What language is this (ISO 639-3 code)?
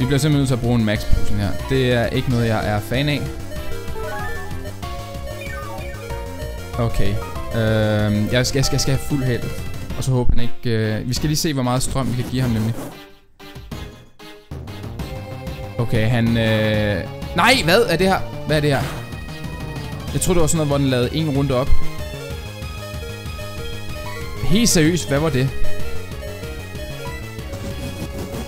dan